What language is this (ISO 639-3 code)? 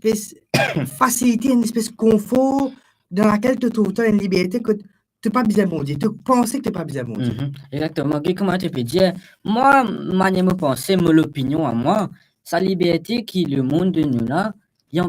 mfe